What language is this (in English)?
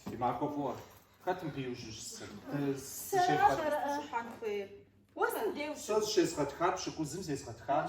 Kabardian